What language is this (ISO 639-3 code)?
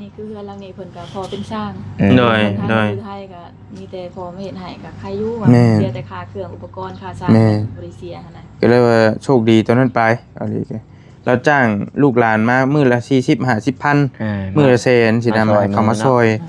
tts